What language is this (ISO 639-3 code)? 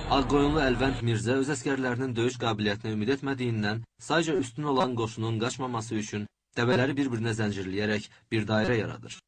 aze